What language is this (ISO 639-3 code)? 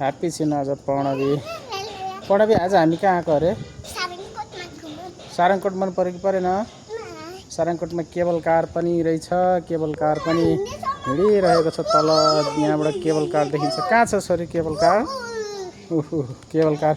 nep